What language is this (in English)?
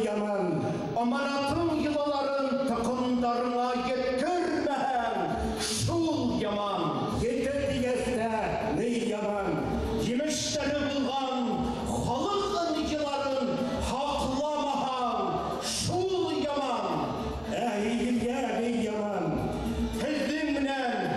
Bashkir